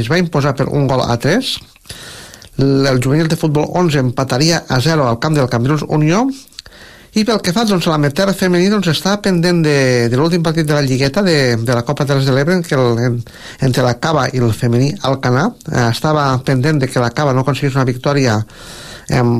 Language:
Catalan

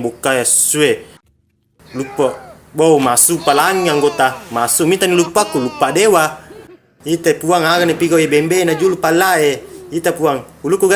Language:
Buginese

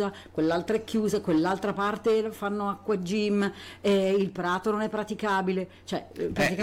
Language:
Italian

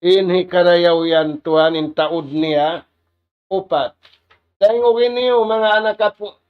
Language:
Tausug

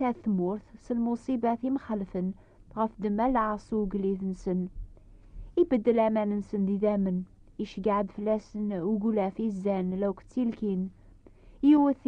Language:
Kabyle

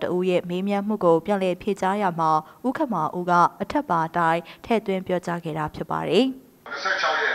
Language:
Burmese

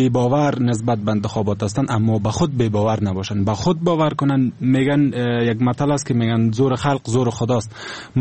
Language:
Persian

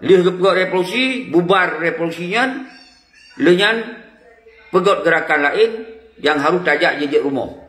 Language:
Achinese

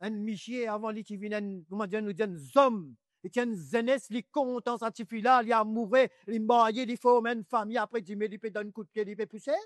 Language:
Morisyen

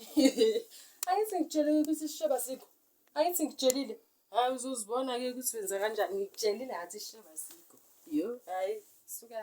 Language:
Zulu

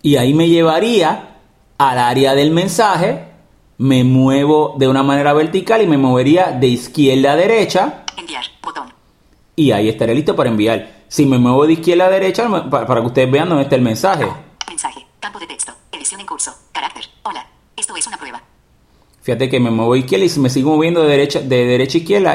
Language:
Spanish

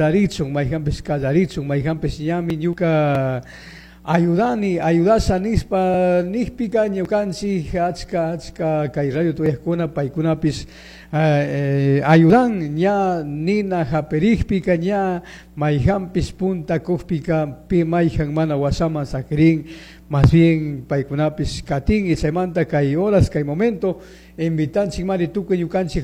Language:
Chimborazo Highland Quichua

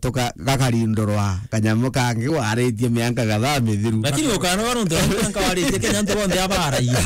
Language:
Meru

